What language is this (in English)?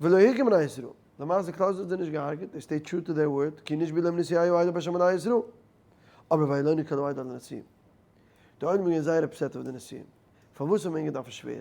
Yiddish